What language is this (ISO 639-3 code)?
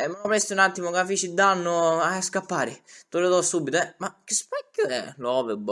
scn